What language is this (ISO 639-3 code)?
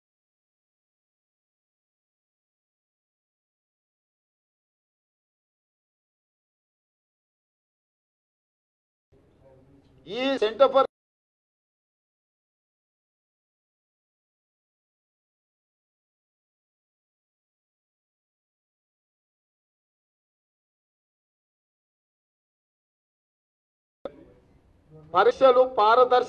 tel